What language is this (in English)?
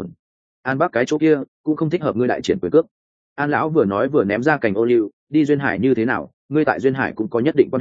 Vietnamese